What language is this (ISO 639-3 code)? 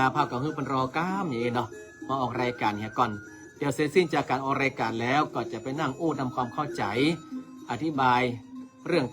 nod